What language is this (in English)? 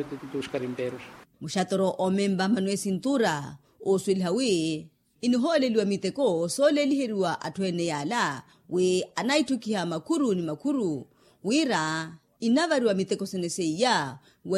Makhuwa